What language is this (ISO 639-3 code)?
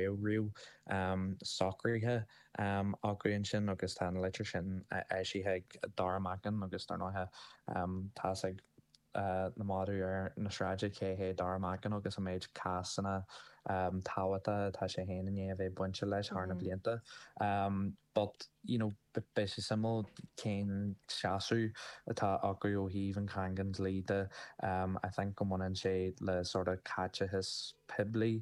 gle